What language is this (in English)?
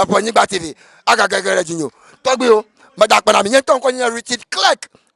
Ewe